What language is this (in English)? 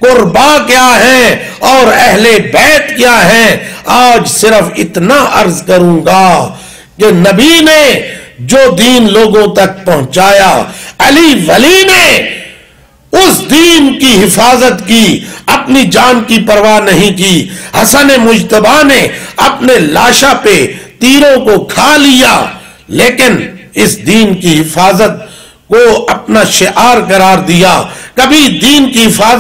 Urdu